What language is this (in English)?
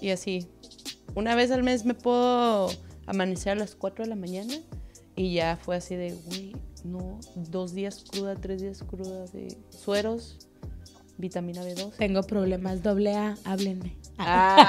Spanish